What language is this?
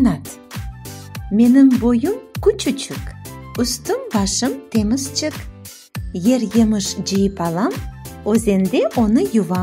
Crimean Tatar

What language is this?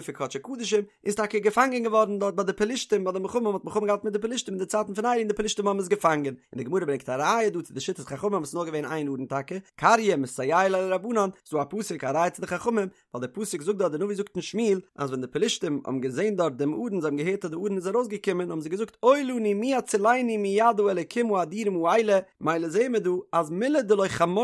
Yiddish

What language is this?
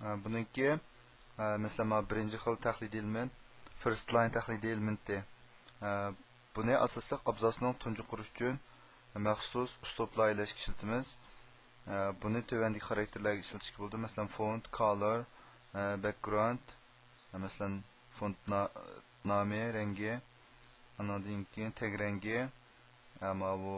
Uyghur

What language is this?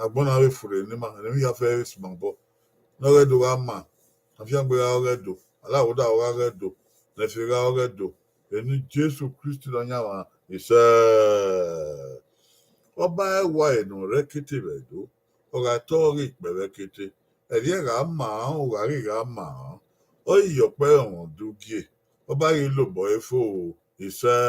Bini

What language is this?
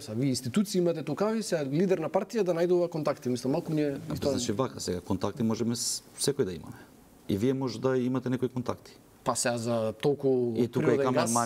Macedonian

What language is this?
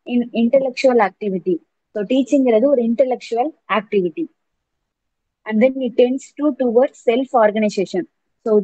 Tamil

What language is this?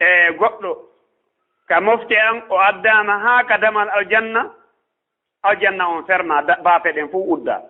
Fula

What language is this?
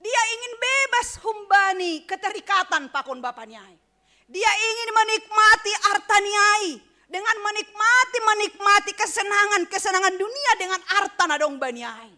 Batak Simalungun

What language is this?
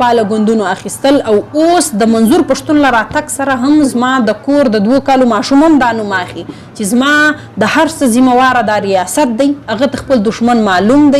Pashto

